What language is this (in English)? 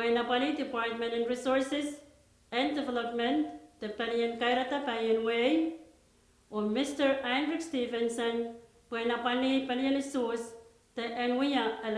Pohnpeian